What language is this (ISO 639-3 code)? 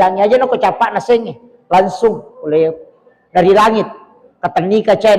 bug